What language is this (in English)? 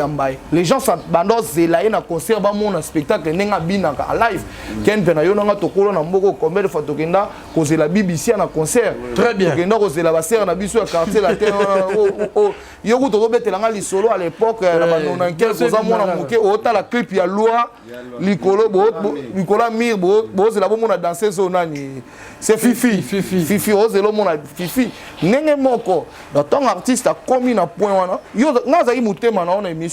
Lingala